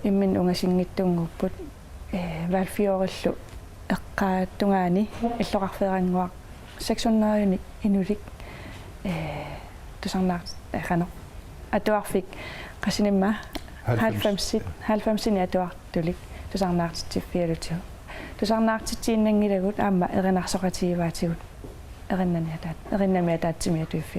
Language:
Kalaallisut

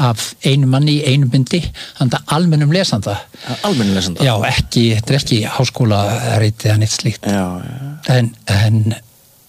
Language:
Icelandic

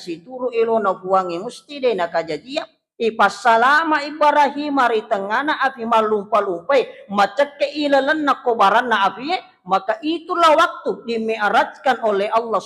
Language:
Buginese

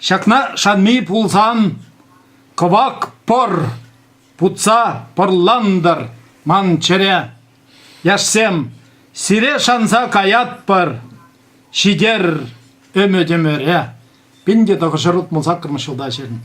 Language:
Chuvash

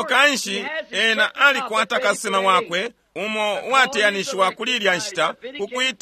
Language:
Bemba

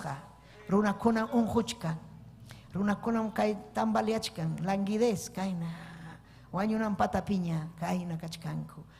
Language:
Ayacucho Quechua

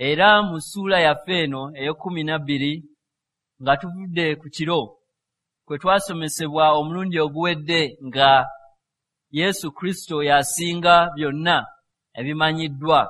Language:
Ganda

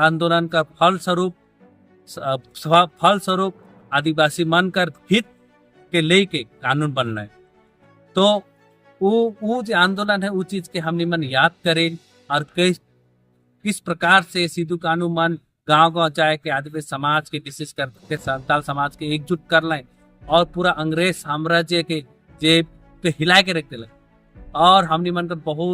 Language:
Sadri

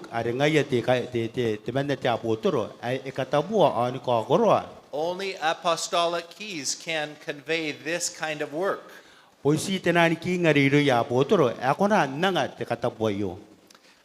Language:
Gilbertese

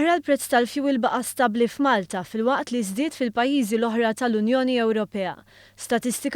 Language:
Maltese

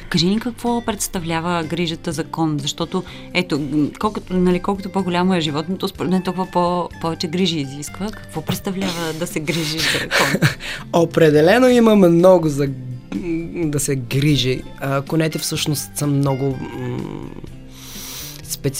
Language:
Bulgarian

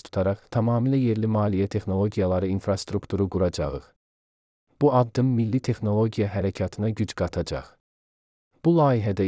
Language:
Azerbaijani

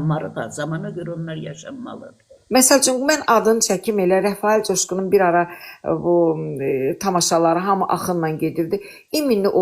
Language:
Azerbaijani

